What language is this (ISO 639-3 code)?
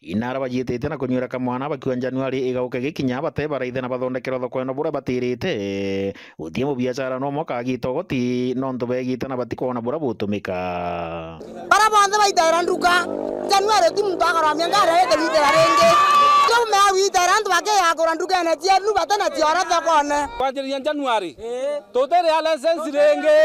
mer